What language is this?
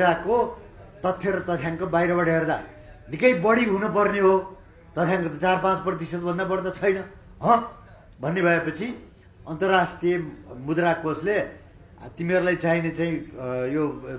Nepali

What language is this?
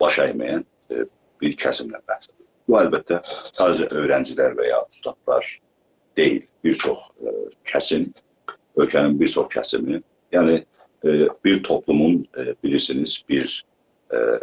South Azerbaijani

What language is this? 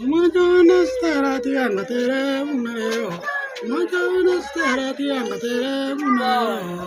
Gusii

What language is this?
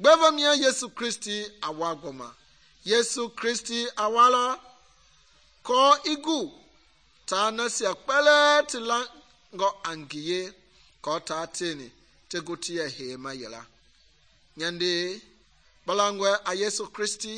Mende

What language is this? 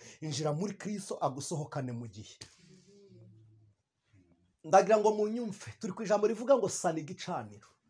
Kinyarwanda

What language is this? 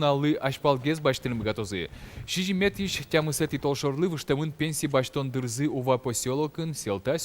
Udmurt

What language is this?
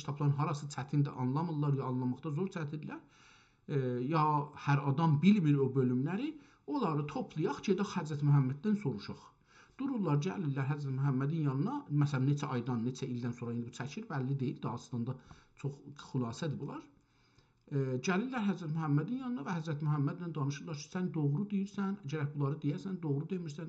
South Azerbaijani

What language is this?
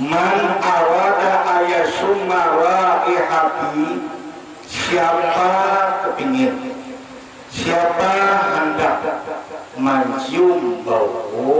Banjar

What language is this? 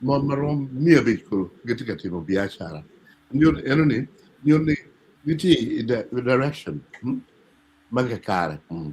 Acoli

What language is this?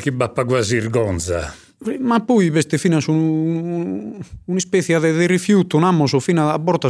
Sardinian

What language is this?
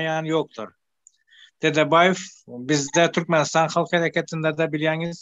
Turkmen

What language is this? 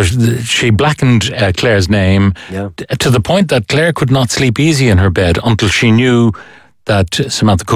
English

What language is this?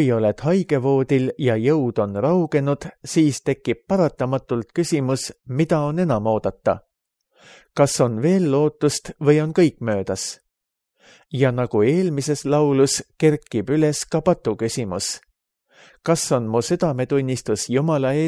Estonian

